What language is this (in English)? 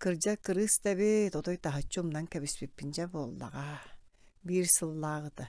Yakut